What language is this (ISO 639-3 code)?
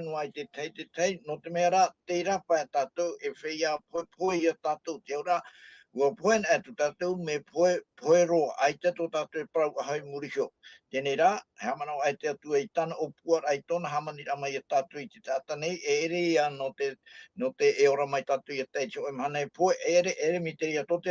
tah